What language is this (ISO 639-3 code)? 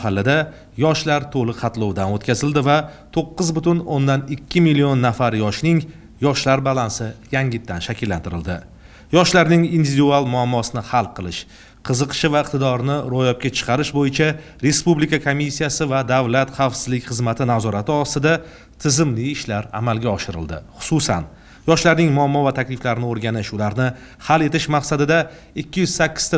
uzb